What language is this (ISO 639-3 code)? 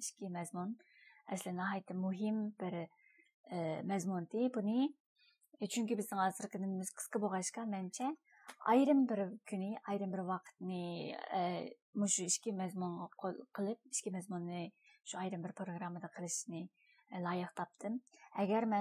uig